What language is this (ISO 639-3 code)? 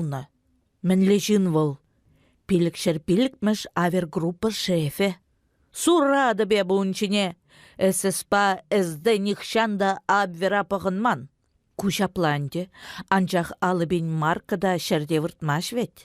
chv